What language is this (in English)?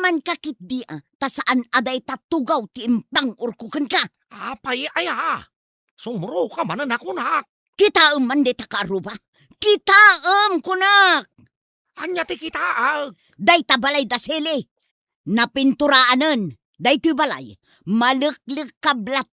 Iloko